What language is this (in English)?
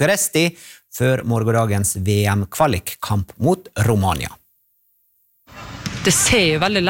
Norwegian